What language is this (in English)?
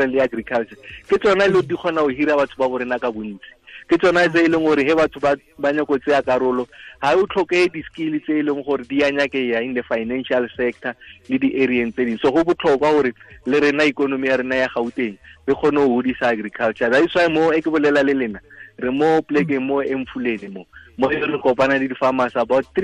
Tswana